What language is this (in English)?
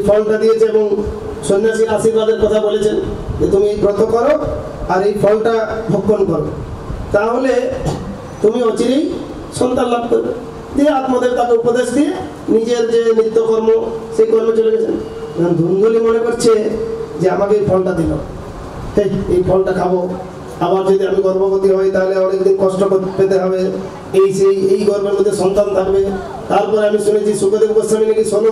Bangla